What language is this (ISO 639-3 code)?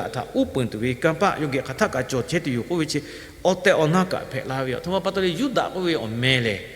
lhu